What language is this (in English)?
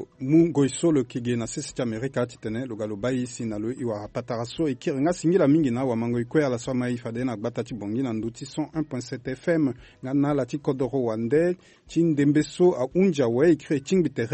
Sango